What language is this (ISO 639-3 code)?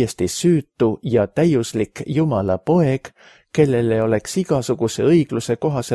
est